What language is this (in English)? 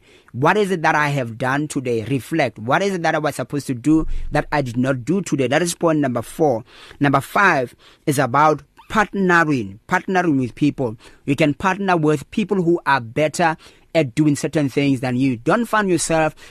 English